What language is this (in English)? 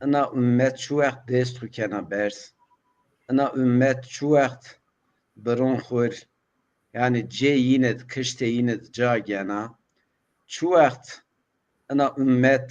Zaza